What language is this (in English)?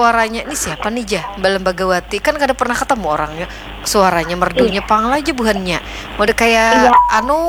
Banjar